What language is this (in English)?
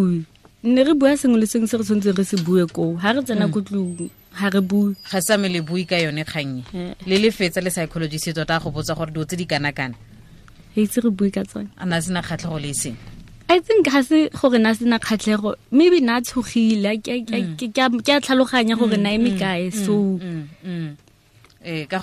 Tswana